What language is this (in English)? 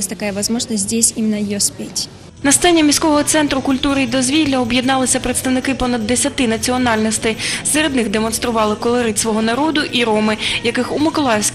Ukrainian